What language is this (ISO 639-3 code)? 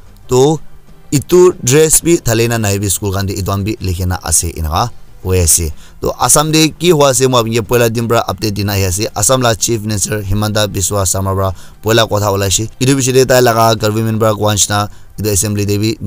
nag